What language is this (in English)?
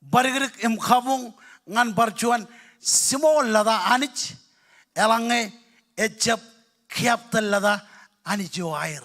Marshallese